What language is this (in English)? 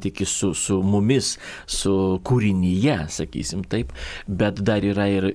Lithuanian